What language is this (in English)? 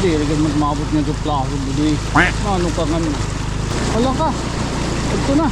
Waray